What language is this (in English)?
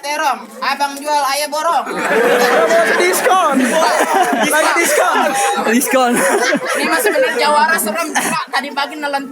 Betawi